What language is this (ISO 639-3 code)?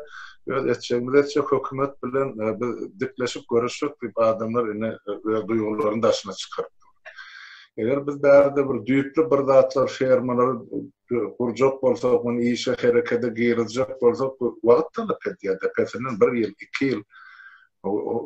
tuk